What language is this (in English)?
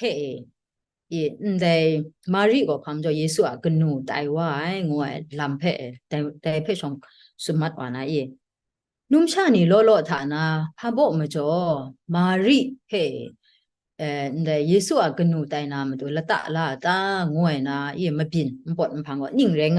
Kachin